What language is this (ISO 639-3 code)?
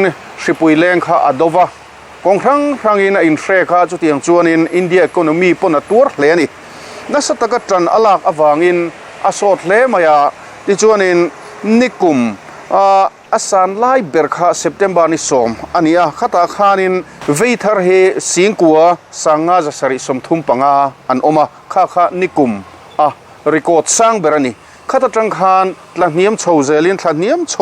lus